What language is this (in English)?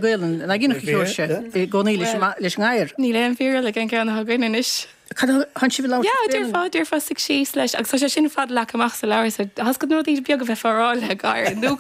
Irish